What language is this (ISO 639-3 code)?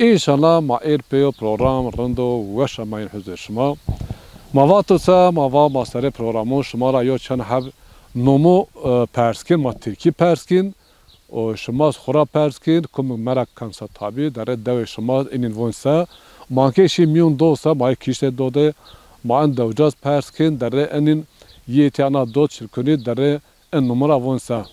zza